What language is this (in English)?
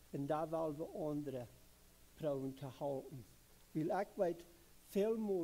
Plautdietsch